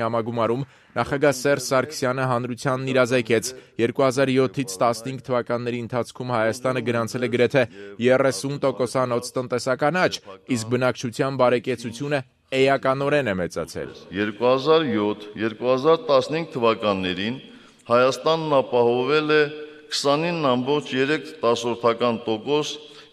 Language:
Armenian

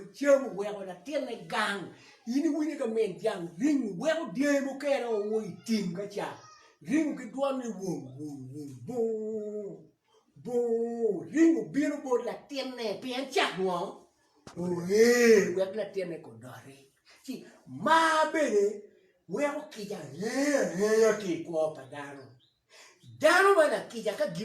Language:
Acoli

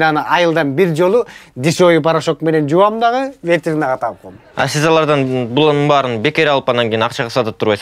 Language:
Kyrgyz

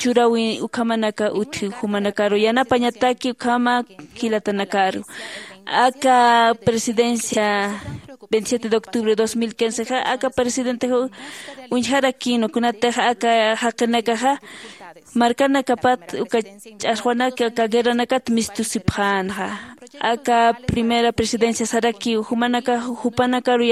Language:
Aymara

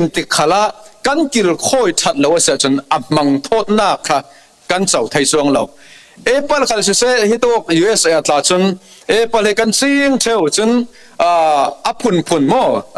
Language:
Falam Chin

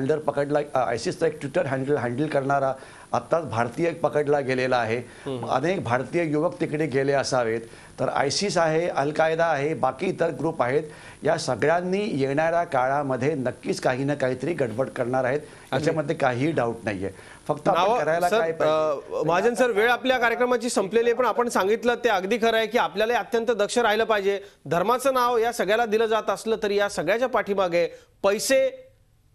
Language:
Marathi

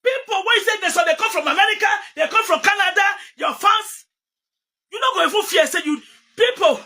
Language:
Nigerian Pidgin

